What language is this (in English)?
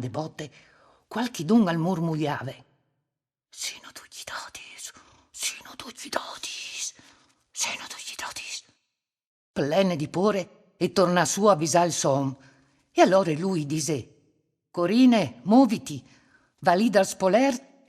Friulian